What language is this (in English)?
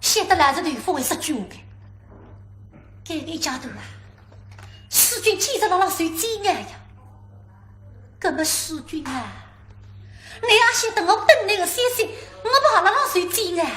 Wu Chinese